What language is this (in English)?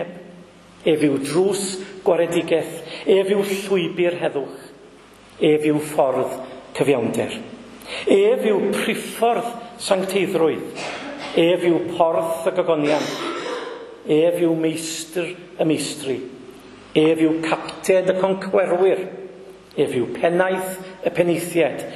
Welsh